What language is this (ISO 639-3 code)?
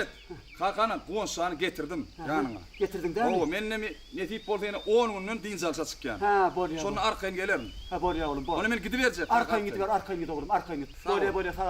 tuk